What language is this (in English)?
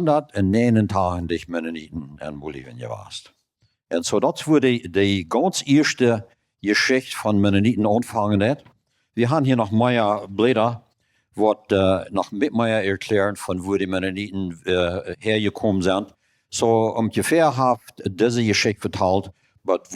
Plautdietsch